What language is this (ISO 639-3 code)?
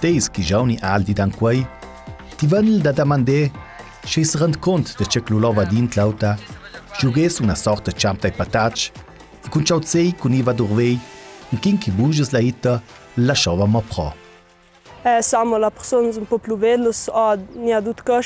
lld